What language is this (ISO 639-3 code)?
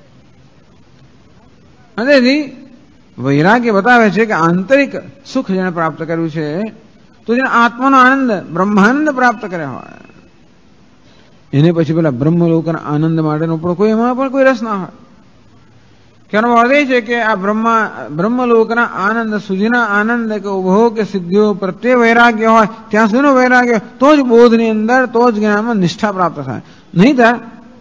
guj